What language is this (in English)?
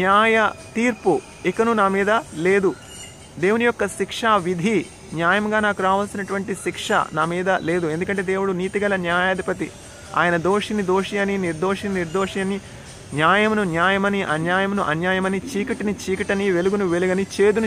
Telugu